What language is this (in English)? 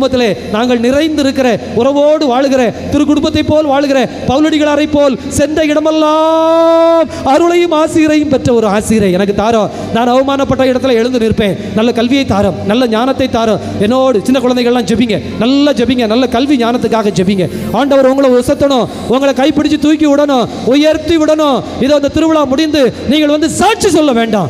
Tamil